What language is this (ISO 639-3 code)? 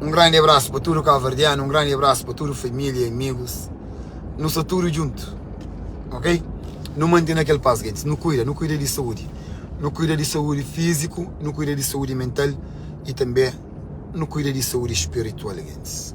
kea